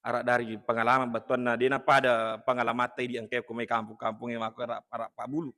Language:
Buginese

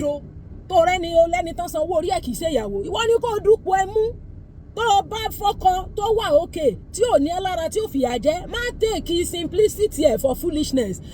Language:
Yoruba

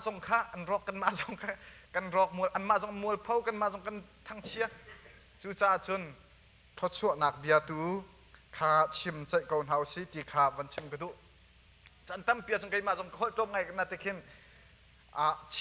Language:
Hakha Chin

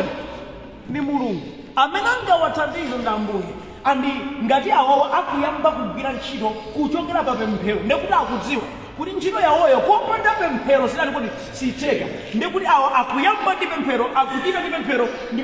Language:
Nyanja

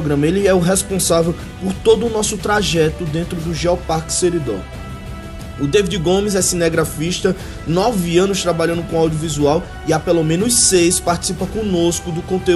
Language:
Portuguese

